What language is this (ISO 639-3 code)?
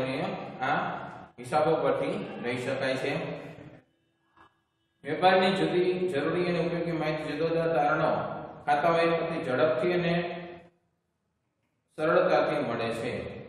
guj